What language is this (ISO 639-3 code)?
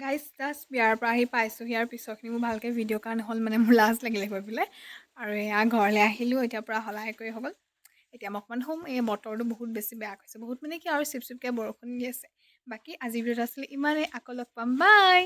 asm